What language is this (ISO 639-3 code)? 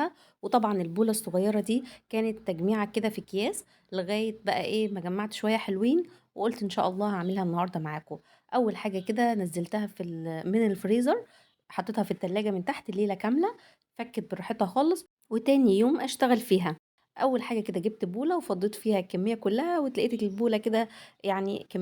arz